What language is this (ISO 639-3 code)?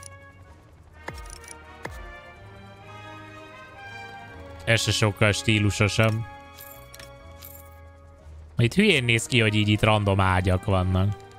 hun